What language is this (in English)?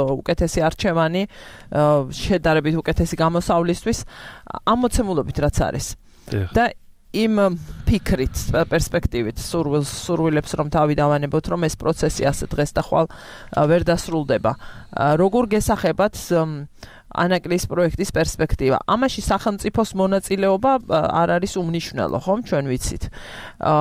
Georgian